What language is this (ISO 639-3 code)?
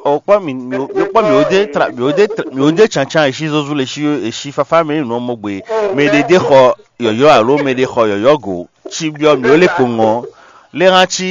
fon